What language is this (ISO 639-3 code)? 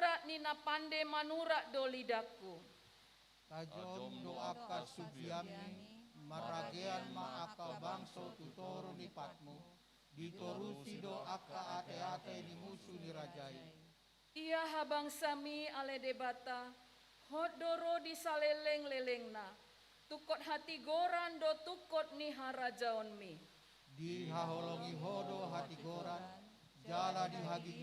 bbc